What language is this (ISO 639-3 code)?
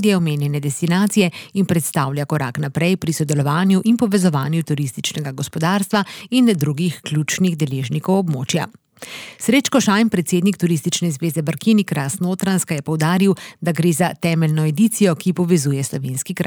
slv